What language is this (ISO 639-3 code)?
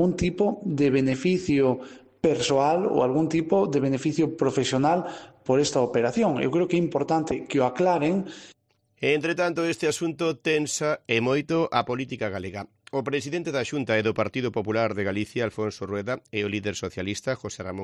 glg